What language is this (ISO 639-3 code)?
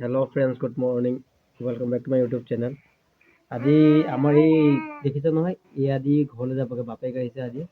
asm